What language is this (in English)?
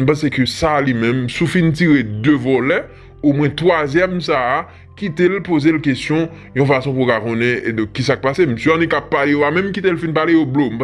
Haitian Creole